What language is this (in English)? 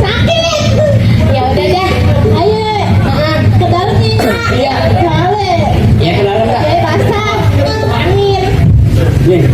Betawi